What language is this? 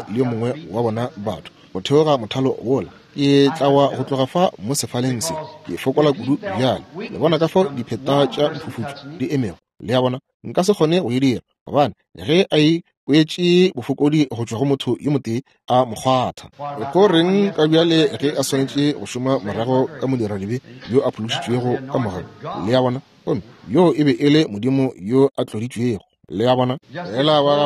Northern Sotho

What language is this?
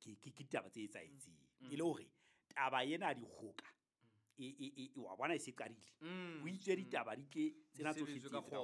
Southern Sotho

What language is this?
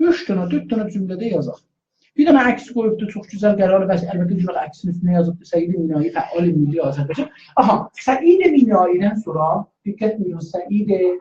South Azerbaijani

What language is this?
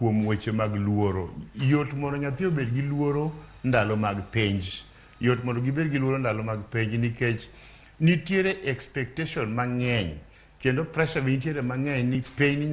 Luo (Kenya and Tanzania)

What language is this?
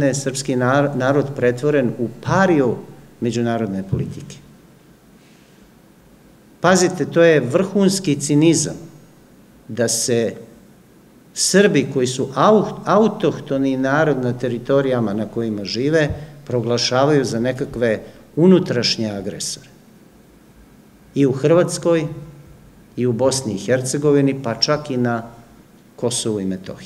Serbian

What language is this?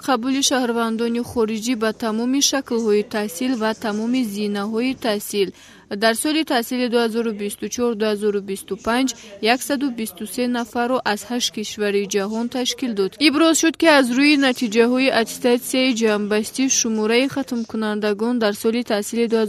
Tajik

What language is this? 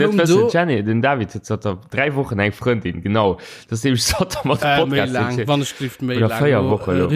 Luxembourgish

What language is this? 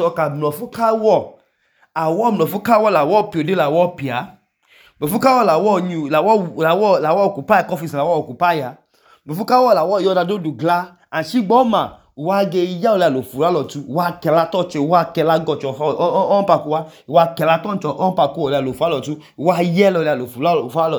Idoma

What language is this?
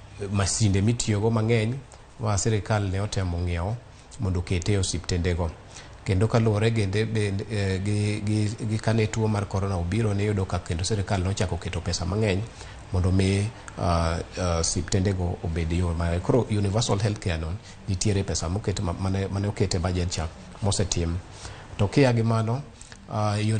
Luo (Kenya and Tanzania)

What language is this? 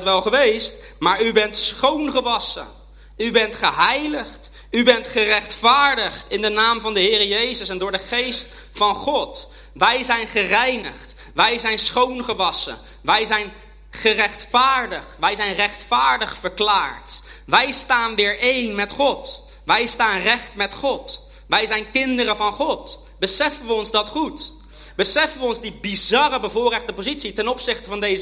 Dutch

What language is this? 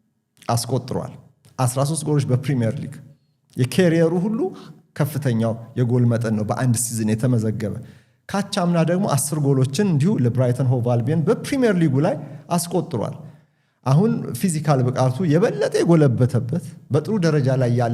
Amharic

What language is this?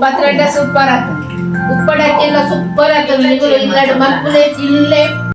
Tulu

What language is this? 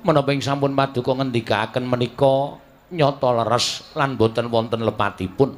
Javanese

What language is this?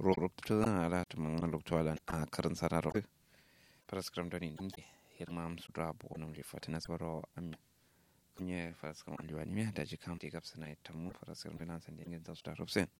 Kanuri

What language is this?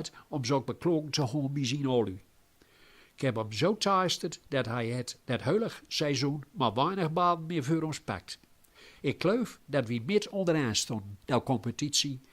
Gronings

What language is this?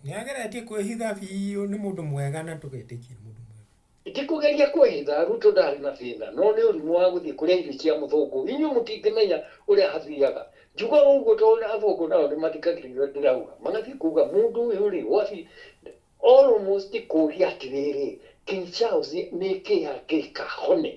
Kikuyu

